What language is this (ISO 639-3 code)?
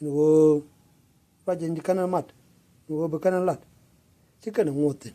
nus